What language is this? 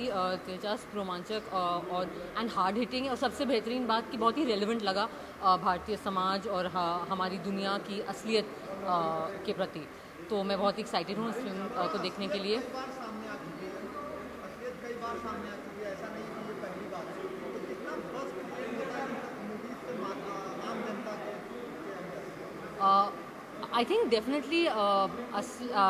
Hindi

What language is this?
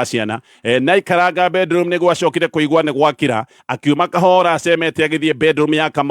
Kikuyu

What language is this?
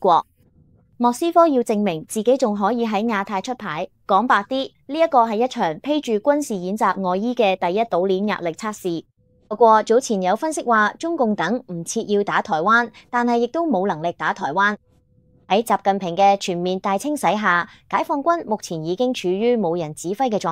Cantonese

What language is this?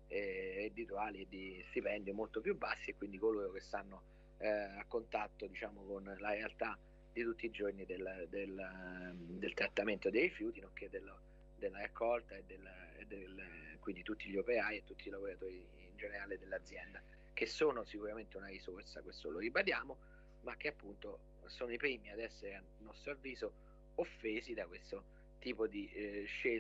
Italian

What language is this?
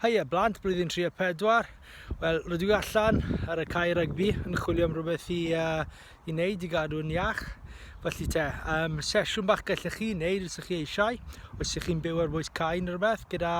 Welsh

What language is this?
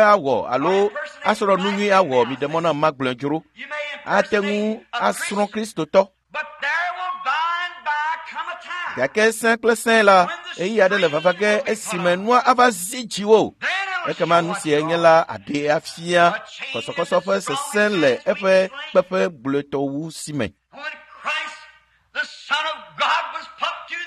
Ewe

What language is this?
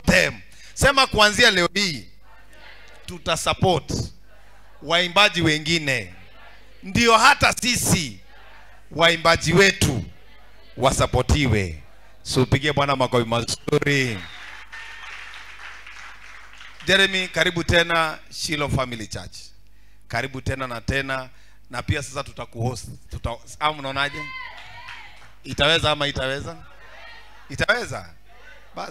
Swahili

